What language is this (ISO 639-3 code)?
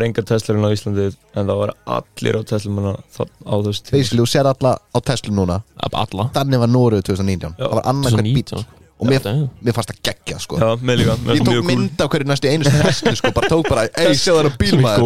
isl